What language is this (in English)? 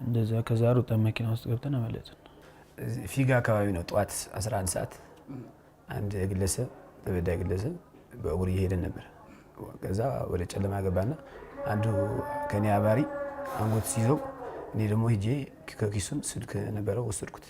Amharic